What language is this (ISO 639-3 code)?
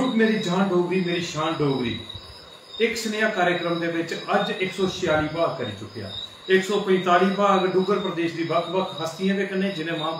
doi